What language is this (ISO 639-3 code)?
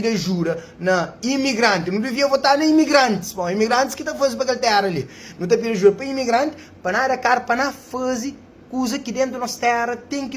kea